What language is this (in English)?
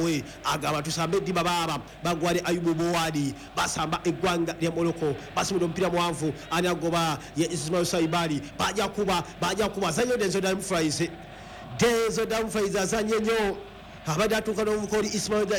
Ganda